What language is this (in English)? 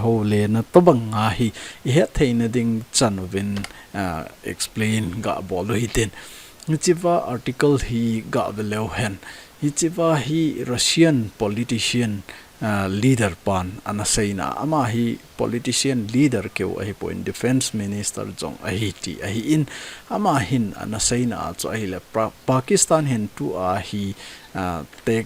Thado Chin